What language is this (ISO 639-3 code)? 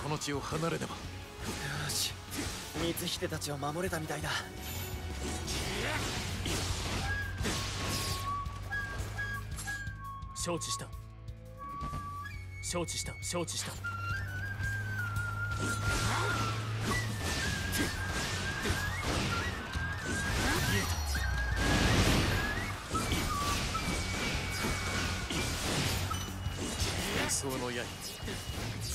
jpn